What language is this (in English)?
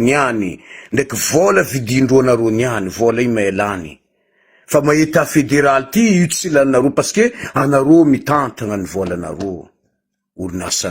Malagasy